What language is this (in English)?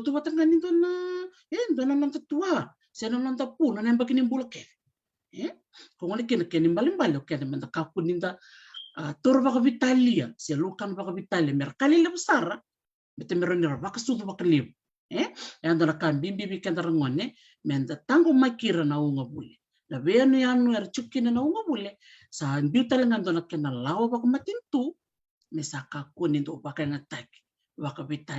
Fijian